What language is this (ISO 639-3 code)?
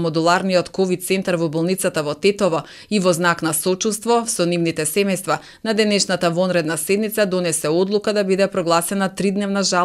mkd